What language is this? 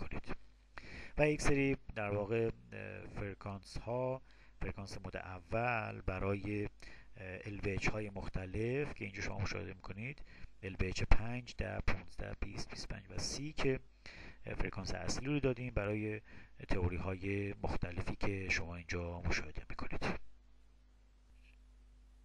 Persian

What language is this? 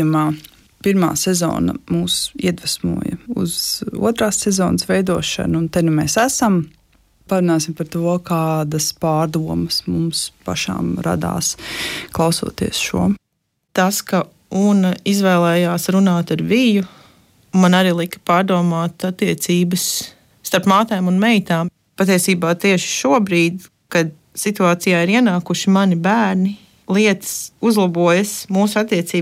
Latvian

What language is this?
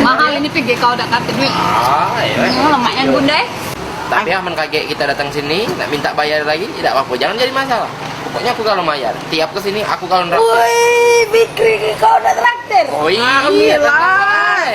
Musi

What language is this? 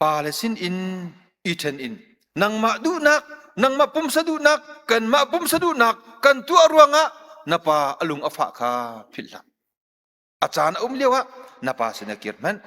Hakha Chin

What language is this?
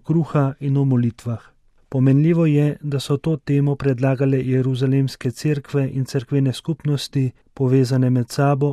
Slovenian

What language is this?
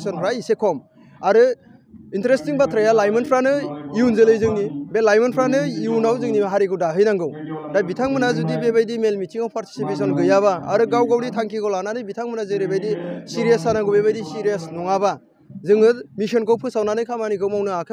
Bodo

